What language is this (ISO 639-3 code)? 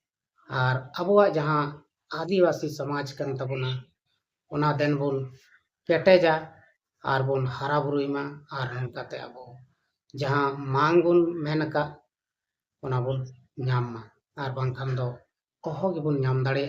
sat